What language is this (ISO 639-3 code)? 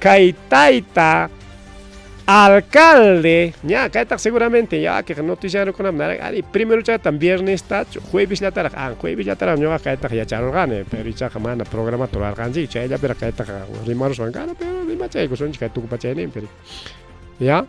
quy